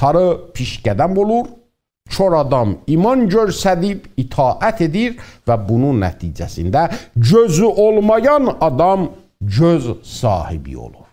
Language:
South Azerbaijani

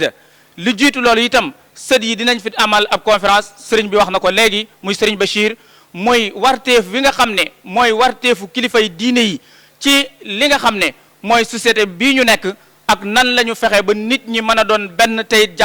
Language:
Wolof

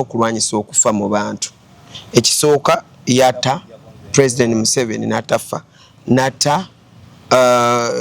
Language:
Ganda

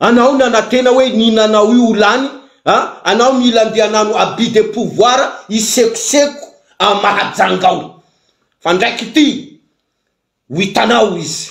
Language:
Malagasy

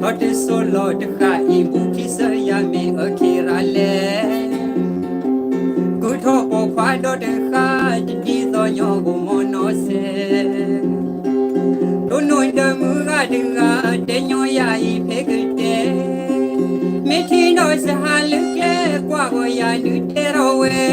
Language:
S'gaw Karen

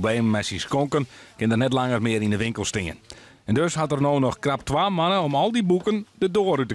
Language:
Western Frisian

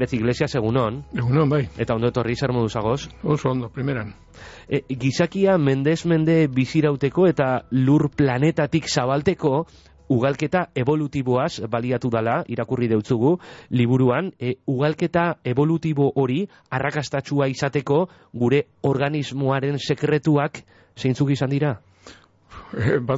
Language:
Basque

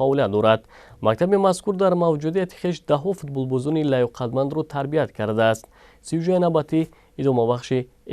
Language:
Tajik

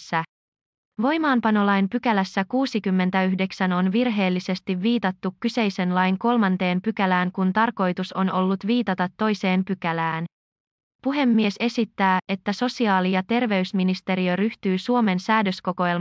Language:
Finnish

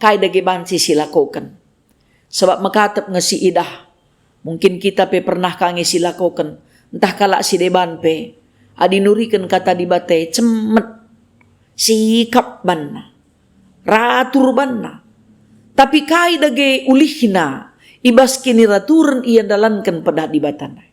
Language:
Batak Karo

